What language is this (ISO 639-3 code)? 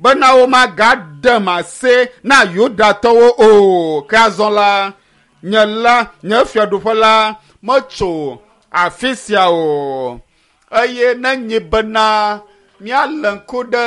ewe